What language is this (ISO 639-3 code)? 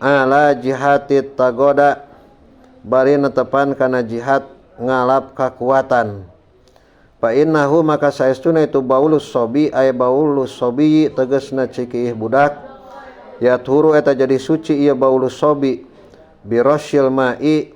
sun